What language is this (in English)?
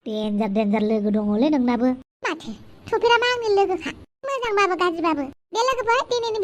Bodo